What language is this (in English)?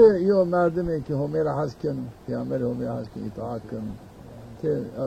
Zaza